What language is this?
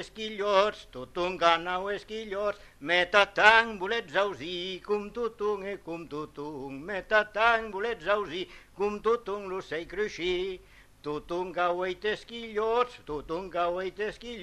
Catalan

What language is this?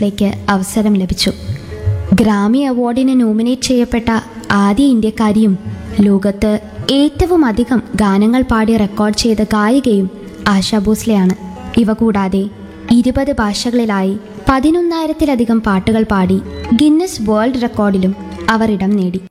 Malayalam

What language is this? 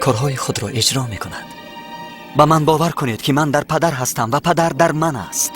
Tajik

